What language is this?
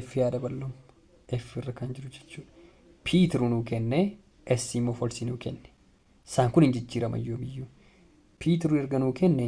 Oromo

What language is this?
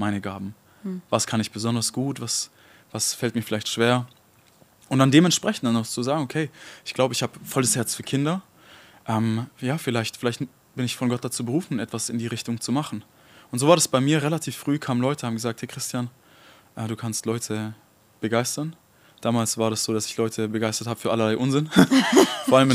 Swiss German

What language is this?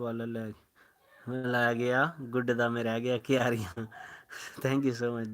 Dogri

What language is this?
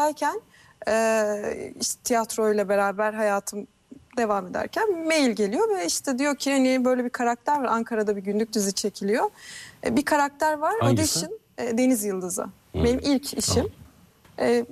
Turkish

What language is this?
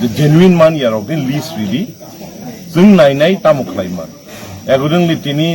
Kok Borok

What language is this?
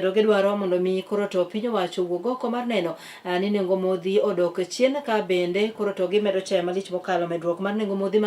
Luo (Kenya and Tanzania)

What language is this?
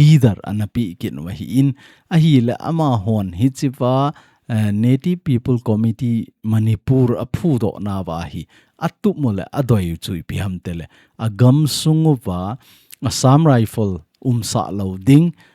Thado Chin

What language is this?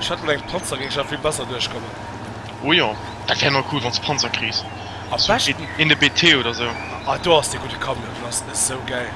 Luxembourgish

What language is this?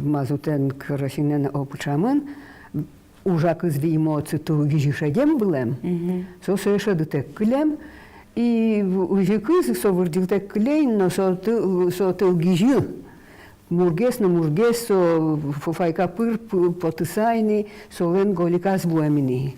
Udmurt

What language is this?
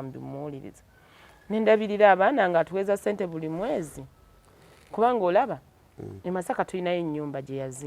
Ganda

